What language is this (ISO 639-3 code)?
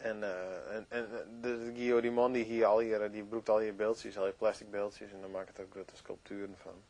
fry